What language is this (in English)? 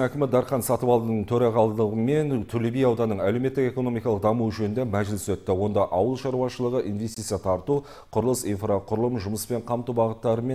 Kazakh